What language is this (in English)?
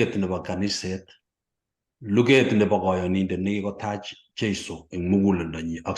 Kalenjin